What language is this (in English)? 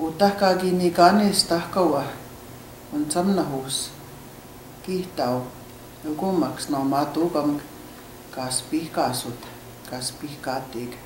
Cree